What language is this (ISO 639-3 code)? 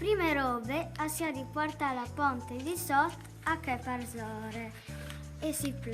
fur